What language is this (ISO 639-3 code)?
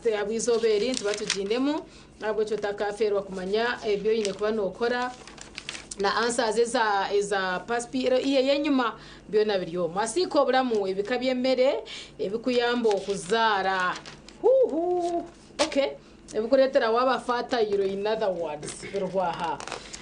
nyn